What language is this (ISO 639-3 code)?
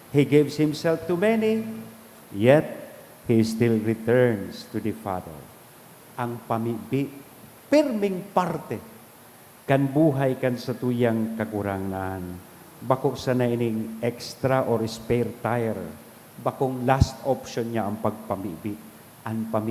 bik